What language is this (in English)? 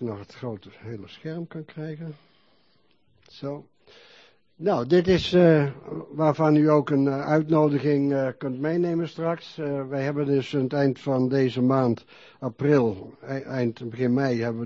Dutch